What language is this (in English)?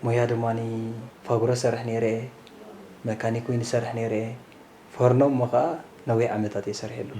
Tigrinya